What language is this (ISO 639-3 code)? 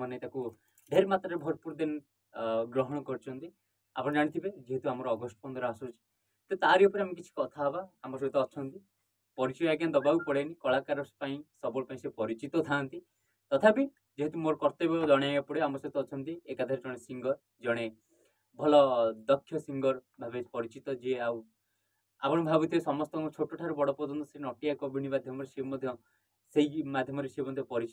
ori